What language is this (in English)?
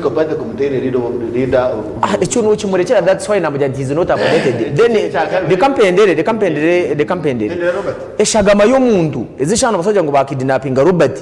Nyankole